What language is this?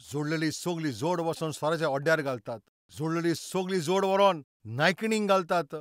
Konkani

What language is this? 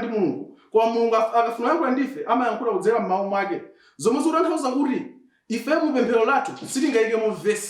Nyanja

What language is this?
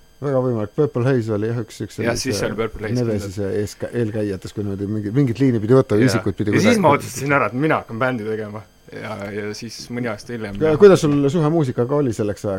Estonian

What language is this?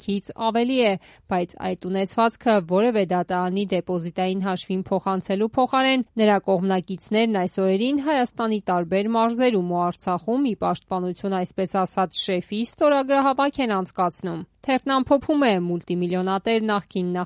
Armenian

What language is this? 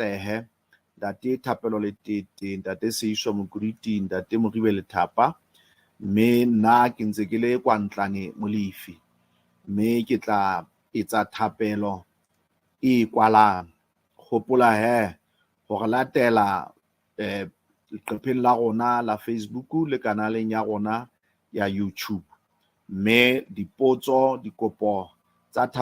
Southern Sotho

